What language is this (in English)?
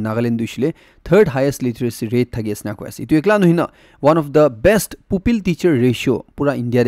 Naga Pidgin